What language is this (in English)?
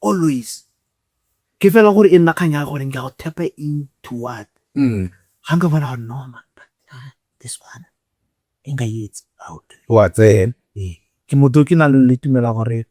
Tswana